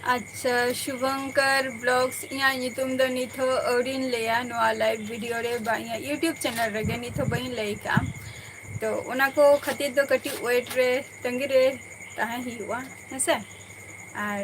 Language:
Santali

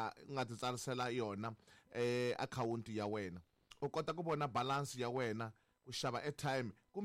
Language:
Tsonga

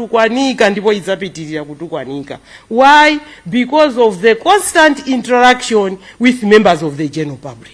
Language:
Nyanja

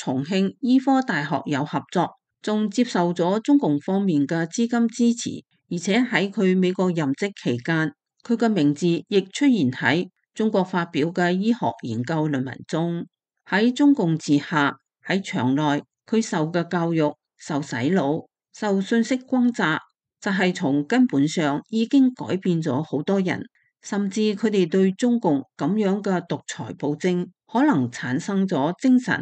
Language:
Cantonese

